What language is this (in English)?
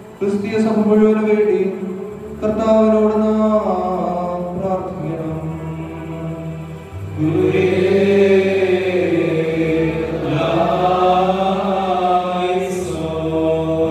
Malayalam